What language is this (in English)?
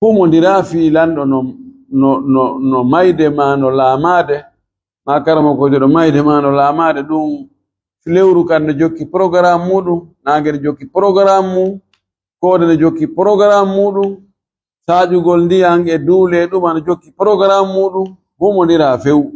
Fula